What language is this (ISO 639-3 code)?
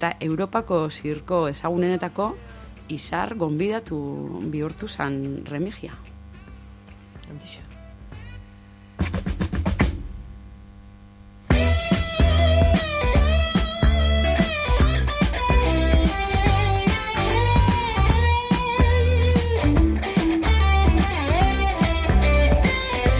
eus